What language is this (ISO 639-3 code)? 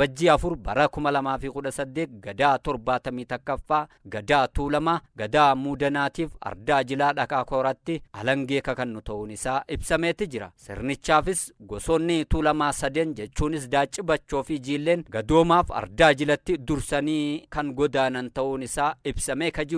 orm